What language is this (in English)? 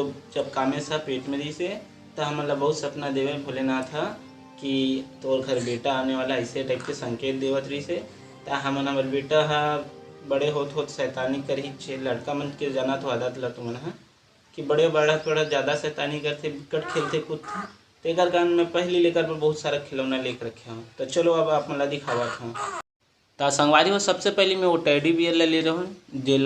Chhattisgarhi